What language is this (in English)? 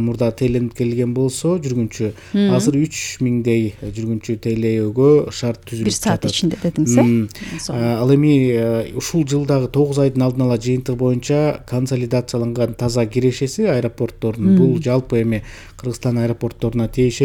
Kyrgyz